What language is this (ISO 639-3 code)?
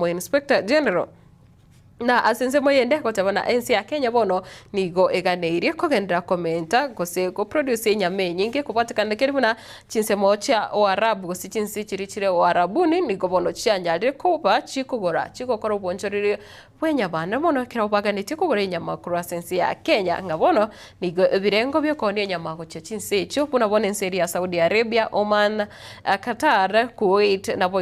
guz